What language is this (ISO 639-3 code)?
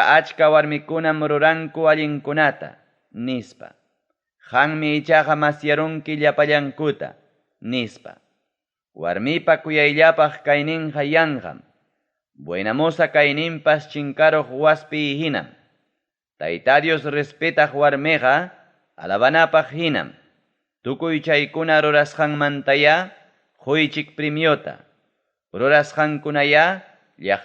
quy